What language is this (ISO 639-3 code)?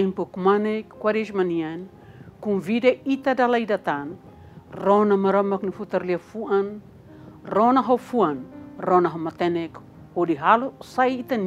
tet